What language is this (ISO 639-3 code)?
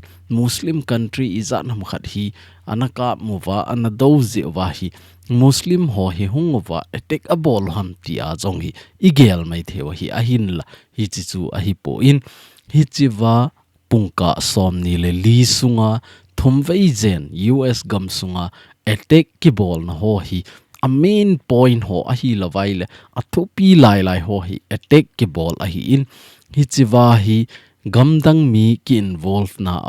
tcz